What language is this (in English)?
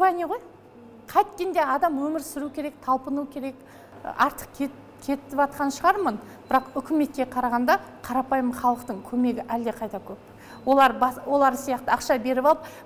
Kazakh